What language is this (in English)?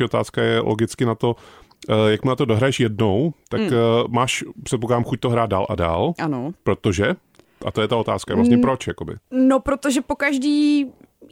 Czech